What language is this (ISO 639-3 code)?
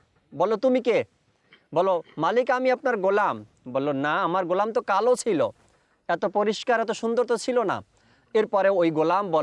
ben